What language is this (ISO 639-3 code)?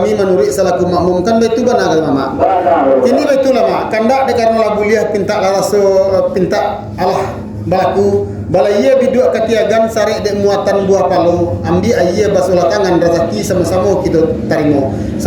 min